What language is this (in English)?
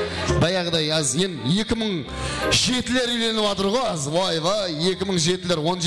Kara-Kalpak